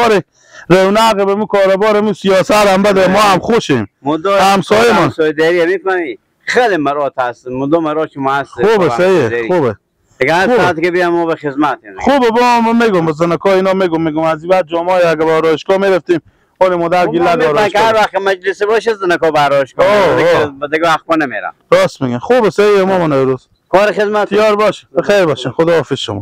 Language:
Persian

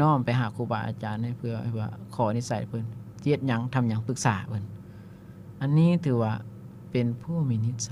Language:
Lao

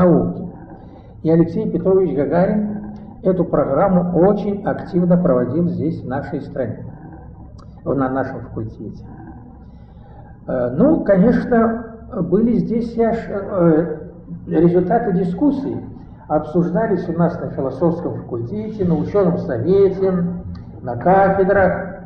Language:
Russian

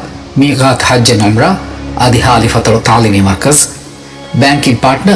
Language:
Divehi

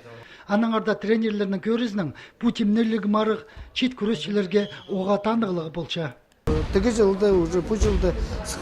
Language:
Khakas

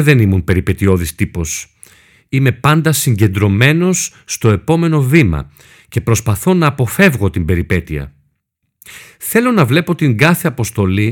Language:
Greek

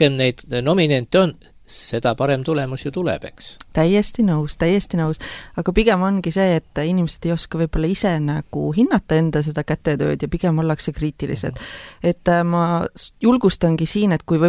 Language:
Estonian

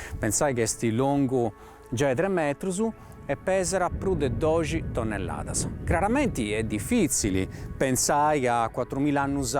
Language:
Sardinian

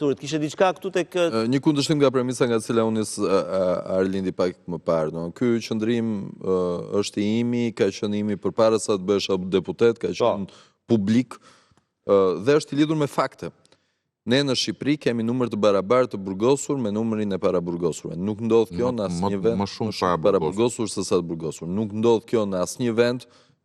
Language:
Albanian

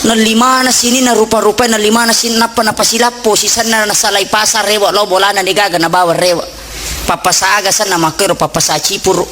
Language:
Buginese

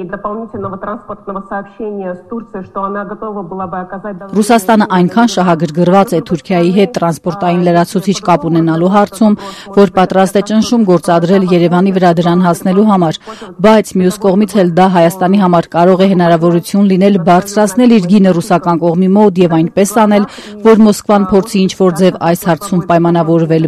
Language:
Armenian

